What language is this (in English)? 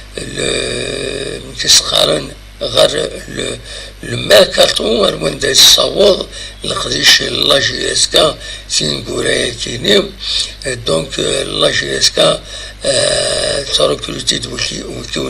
Kabyle